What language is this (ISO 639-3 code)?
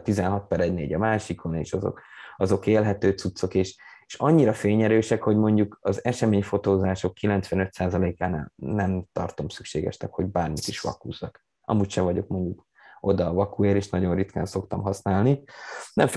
hun